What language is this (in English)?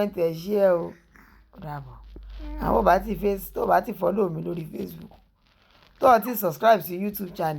Yoruba